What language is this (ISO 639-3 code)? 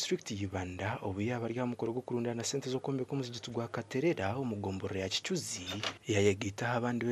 nyn